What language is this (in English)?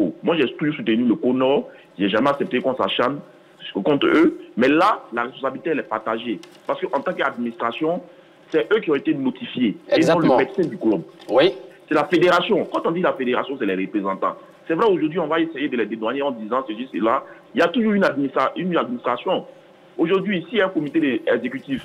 French